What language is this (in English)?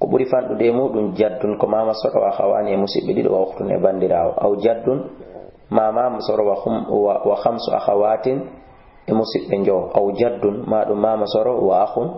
Fula